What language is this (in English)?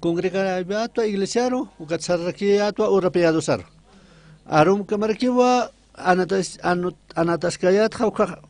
Aymara